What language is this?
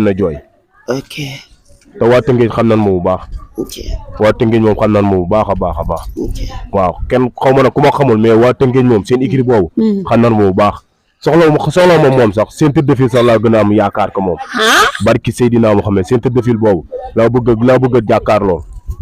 Wolof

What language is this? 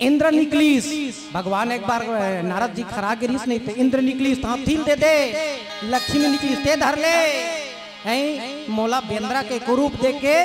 Chhattisgarhi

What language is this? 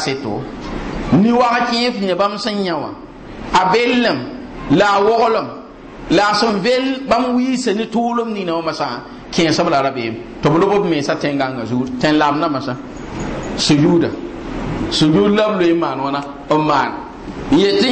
Mossi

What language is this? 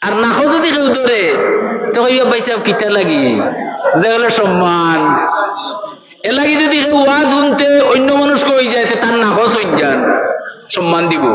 Sylheti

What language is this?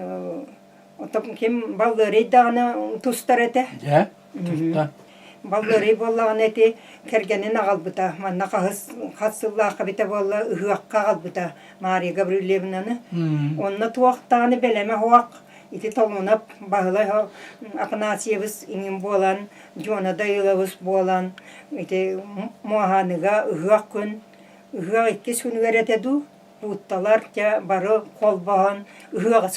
Yakut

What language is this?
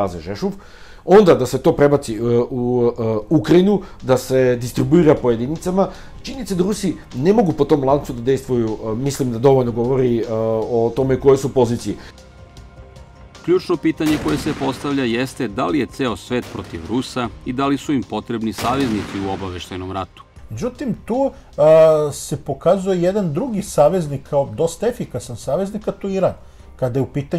Serbian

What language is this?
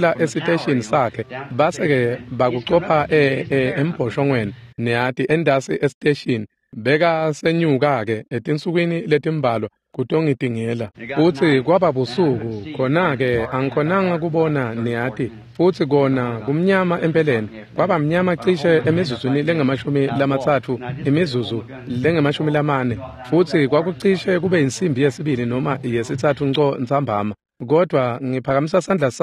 Swati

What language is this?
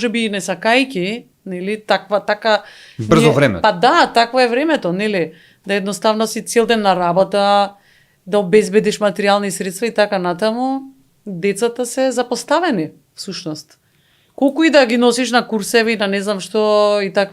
Macedonian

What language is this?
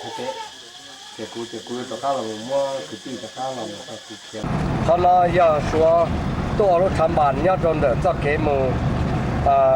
Hmong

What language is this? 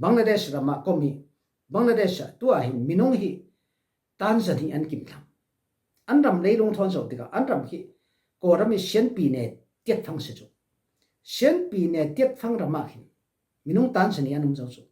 Falam Chin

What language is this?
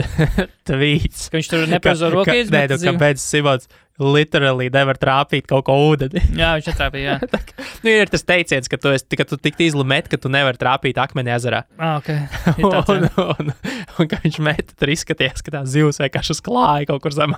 Latvian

